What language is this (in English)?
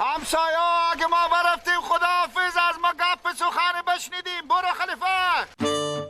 Persian